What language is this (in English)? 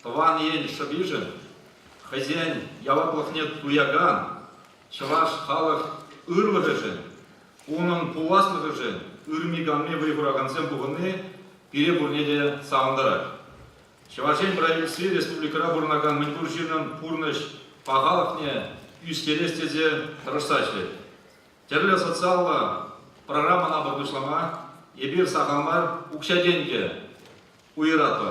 Chuvash